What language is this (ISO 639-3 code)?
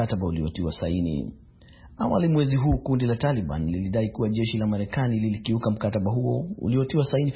swa